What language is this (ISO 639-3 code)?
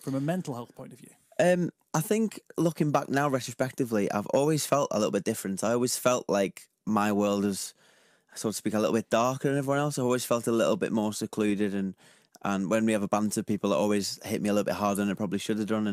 eng